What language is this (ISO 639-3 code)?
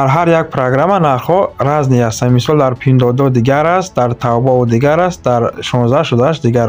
tgk